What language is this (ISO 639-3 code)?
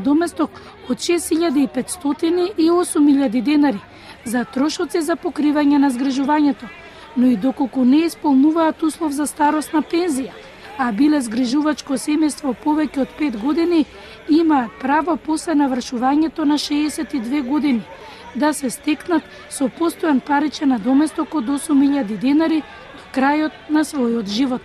mkd